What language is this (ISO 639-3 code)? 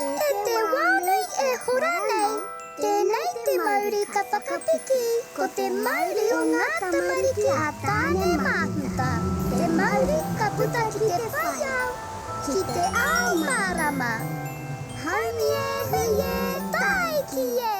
mri